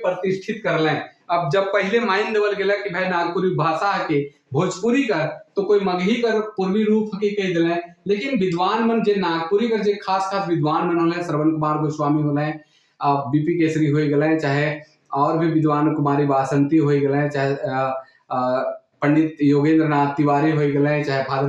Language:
Sadri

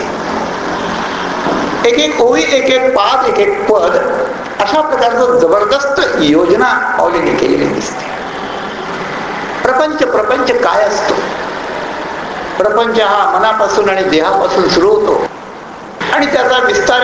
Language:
Marathi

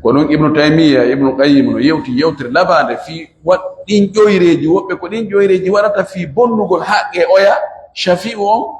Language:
Fula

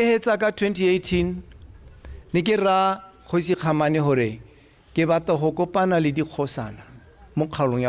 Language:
Tswana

